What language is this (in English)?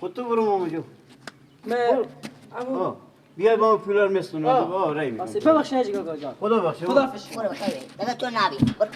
Persian